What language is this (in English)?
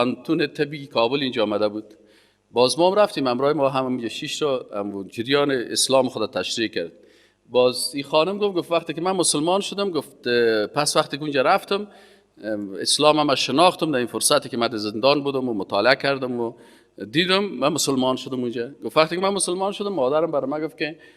Persian